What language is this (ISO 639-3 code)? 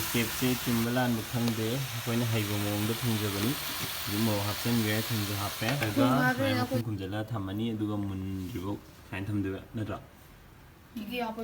mni